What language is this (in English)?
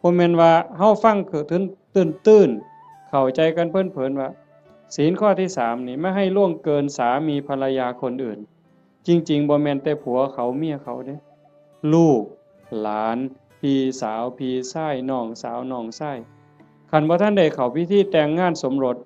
Northeastern Thai